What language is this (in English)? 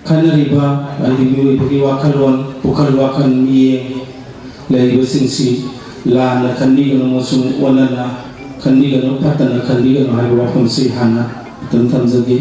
Manipuri